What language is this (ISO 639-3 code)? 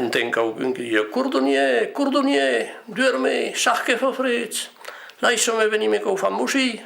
oci